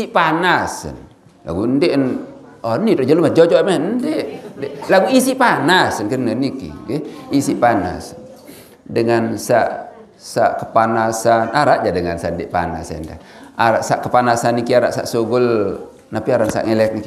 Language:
Sasak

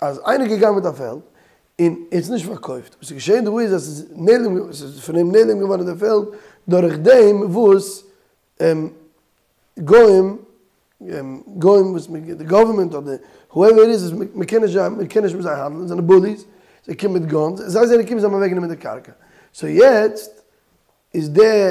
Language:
Yiddish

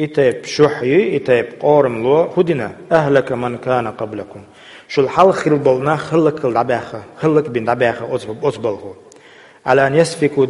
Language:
Chechen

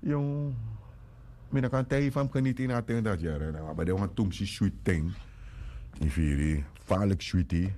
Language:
Sranan Tongo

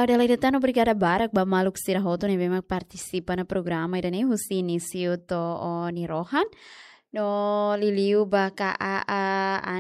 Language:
Tetum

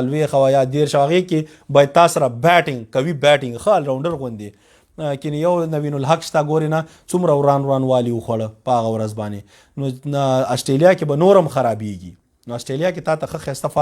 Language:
Pashto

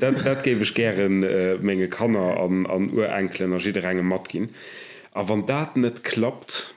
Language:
Luxembourgish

